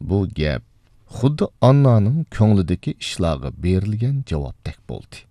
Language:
Uyghur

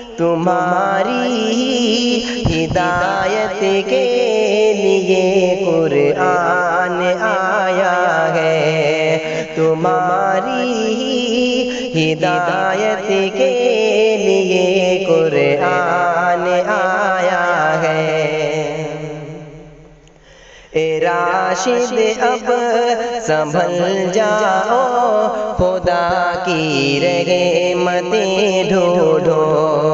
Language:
Urdu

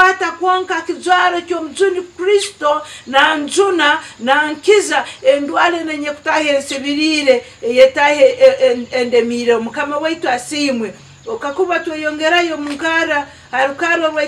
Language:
Nyankole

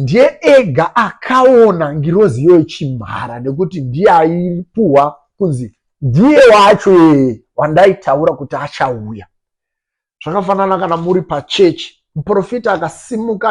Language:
Shona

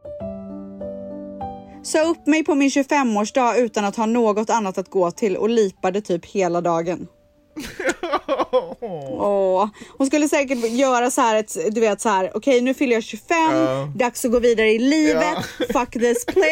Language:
Swedish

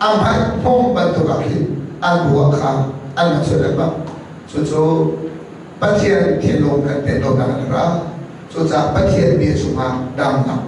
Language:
Hakha Chin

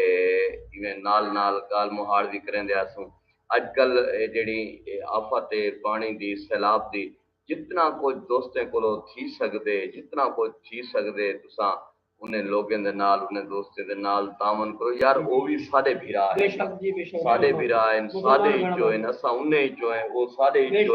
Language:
Saraiki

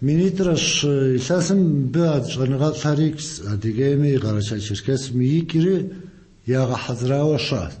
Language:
Kabardian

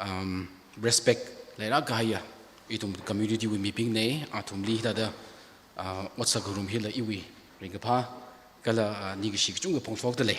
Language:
Tangkhul Naga (India)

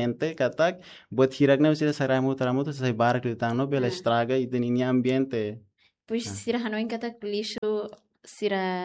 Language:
Tetum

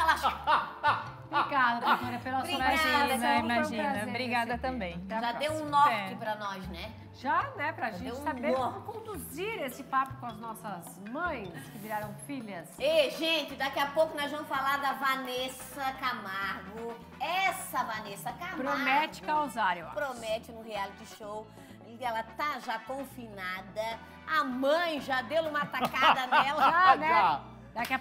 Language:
Portuguese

